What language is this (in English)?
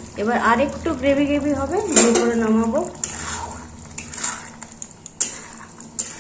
Bangla